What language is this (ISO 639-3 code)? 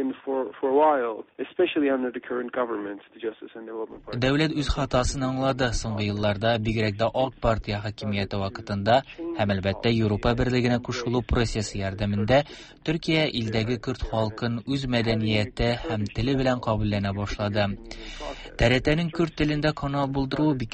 tat